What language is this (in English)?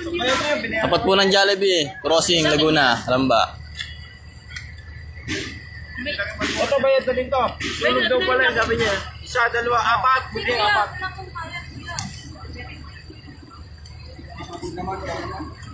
Filipino